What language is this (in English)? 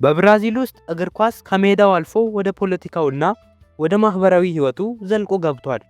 Amharic